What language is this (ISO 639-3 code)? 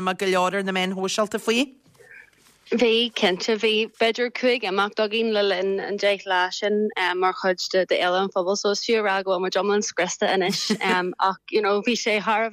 gle